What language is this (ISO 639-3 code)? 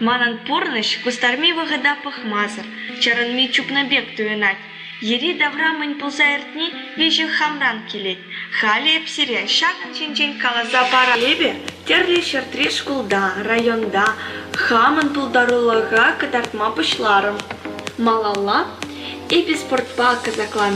chv